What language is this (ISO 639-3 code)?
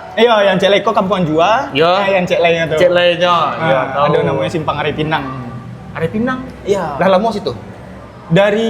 min